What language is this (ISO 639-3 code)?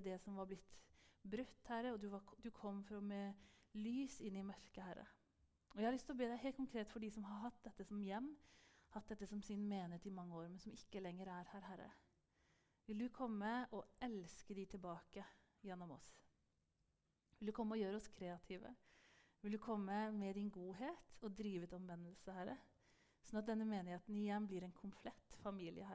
nor